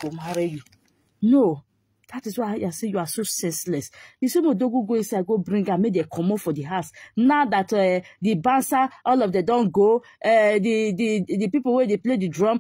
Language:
Nigerian Pidgin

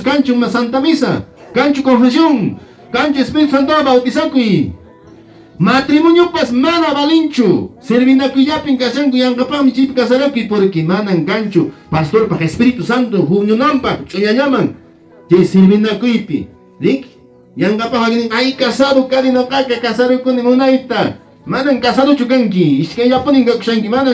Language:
Quechua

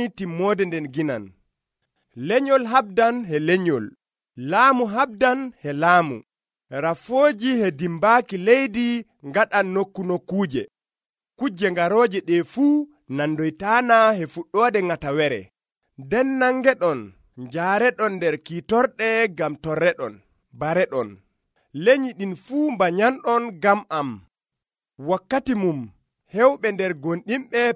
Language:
Nigerian Fulfulde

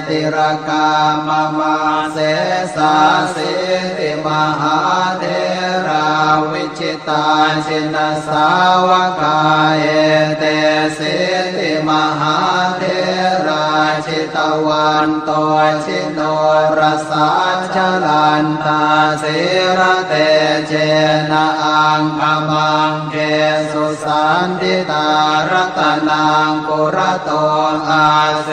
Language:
Pali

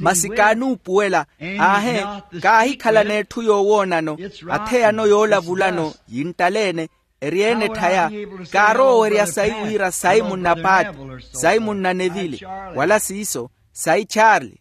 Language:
Makhuwa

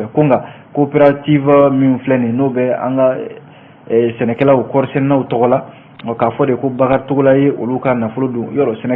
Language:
Bambara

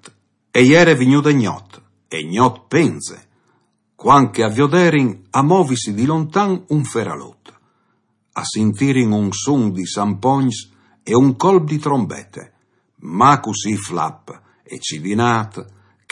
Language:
Friulian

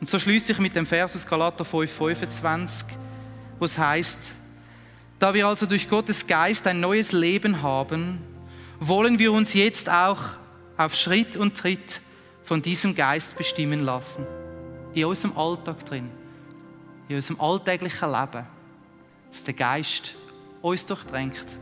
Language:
Swiss German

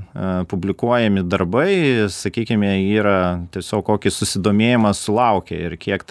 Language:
Lithuanian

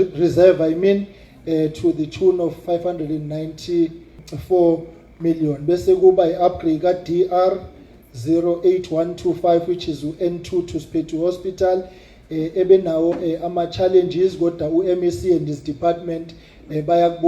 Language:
Zulu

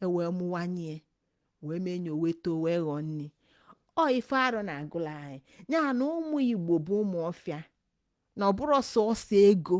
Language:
Igbo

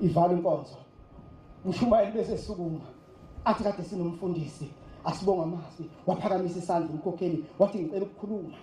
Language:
Zulu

